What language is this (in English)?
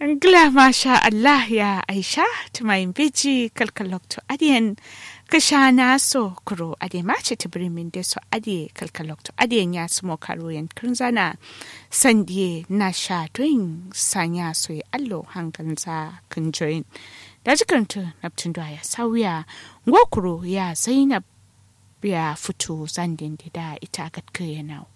Kanuri